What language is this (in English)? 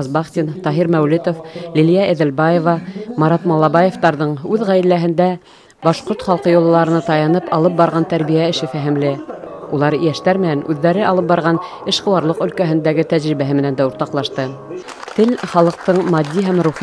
Bashkir